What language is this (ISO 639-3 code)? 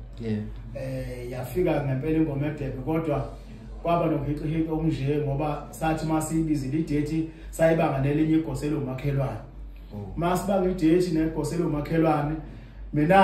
zul